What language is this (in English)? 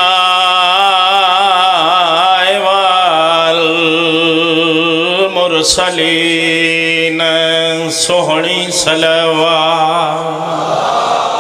Pahari-Potwari